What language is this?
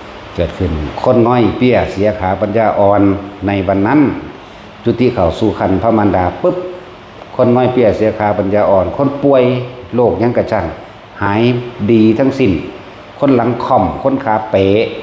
Northeastern Thai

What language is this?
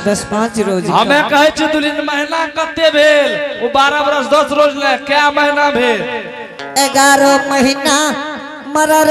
Angika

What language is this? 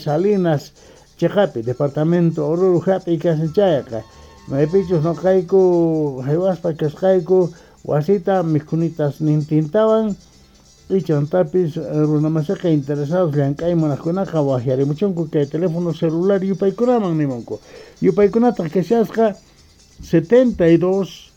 Quechua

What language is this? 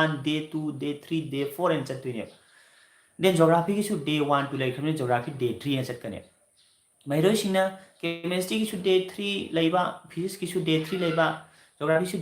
Manipuri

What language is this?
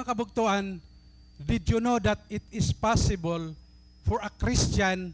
Waray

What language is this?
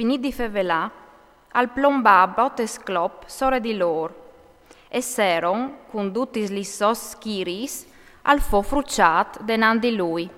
Friulian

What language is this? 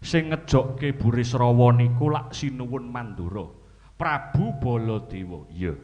Javanese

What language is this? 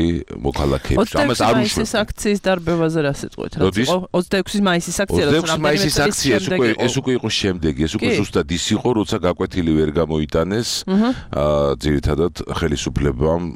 Georgian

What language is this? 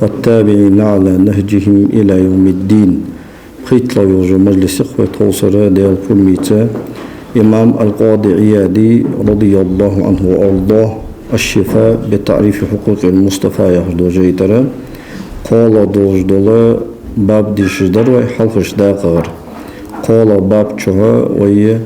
Ingush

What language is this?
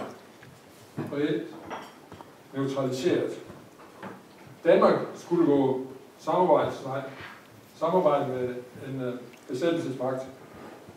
Danish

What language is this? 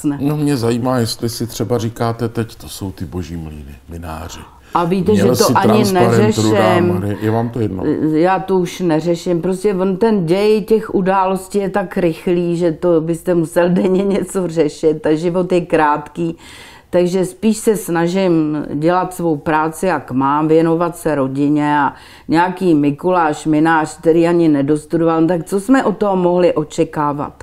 Czech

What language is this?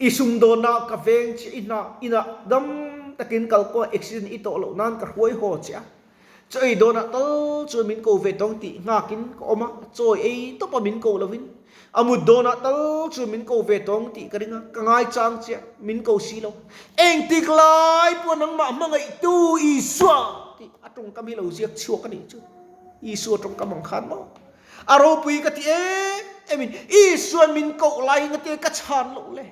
Mizo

